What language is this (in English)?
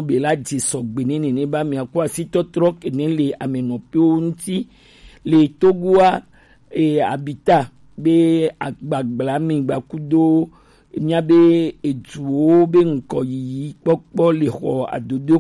Gen